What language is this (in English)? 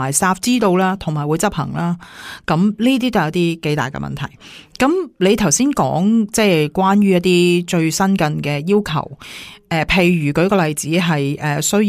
Cantonese